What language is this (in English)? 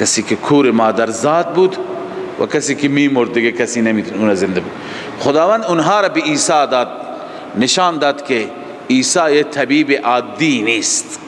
Persian